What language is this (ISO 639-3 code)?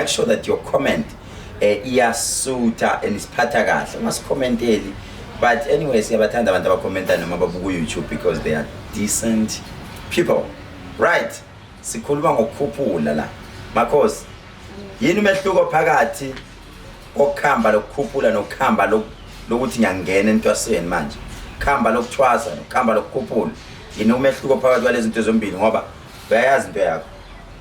zul